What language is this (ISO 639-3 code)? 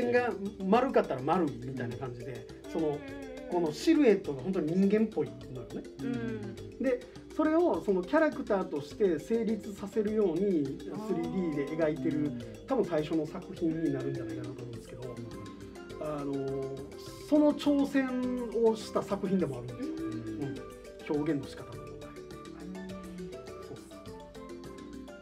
jpn